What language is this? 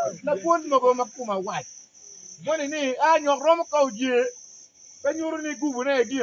Acoli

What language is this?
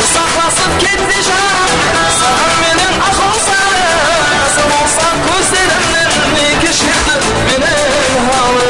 Kara-Kalpak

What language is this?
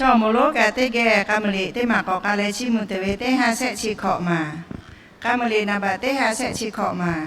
Lahu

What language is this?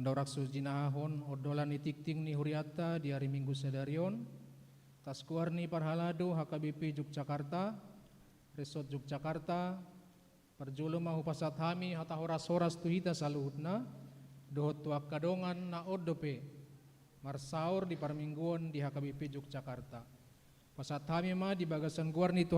Batak Toba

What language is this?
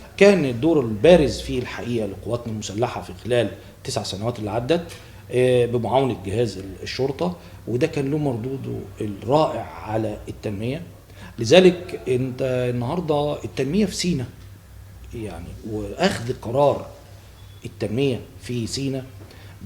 Egyptian Arabic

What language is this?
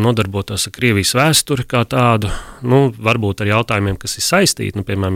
Latvian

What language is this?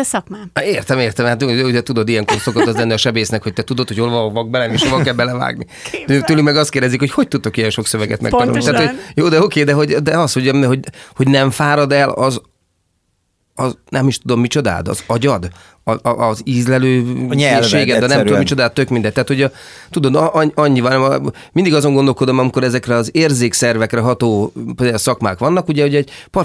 Hungarian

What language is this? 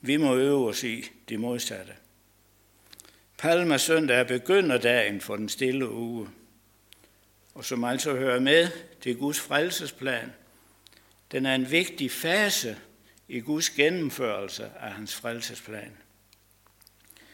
Danish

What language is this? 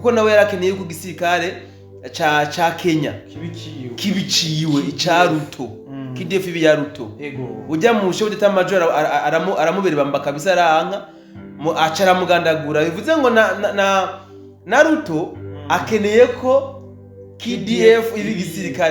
Rundi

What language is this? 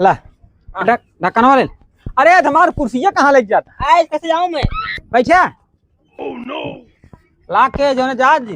Awadhi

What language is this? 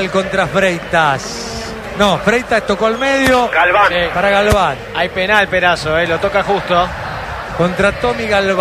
Spanish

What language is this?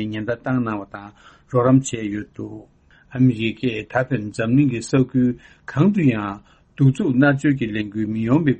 Tibetan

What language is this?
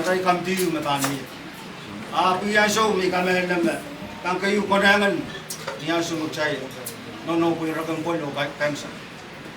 Pohnpeian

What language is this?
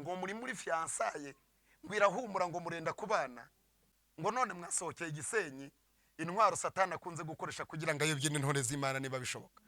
Kinyarwanda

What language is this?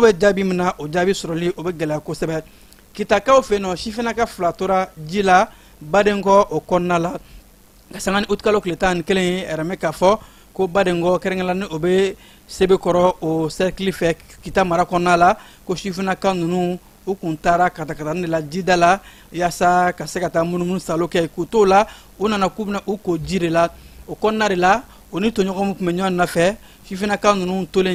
Bambara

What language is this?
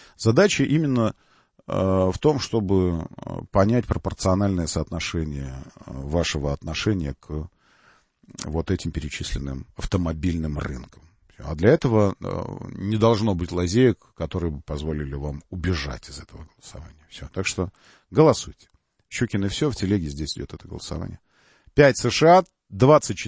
Russian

